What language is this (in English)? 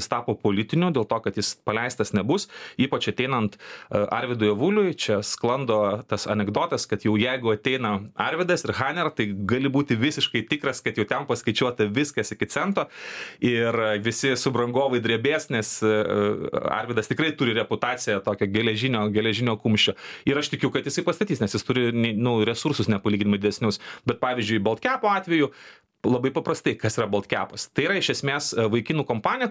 Lithuanian